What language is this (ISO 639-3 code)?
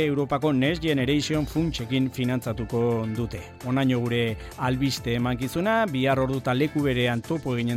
eus